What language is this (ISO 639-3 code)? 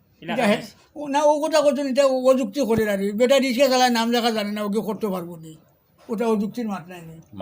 syl